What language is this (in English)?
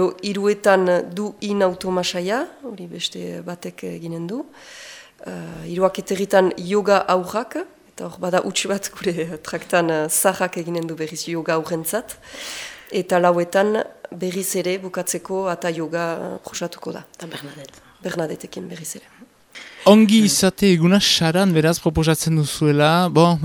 Basque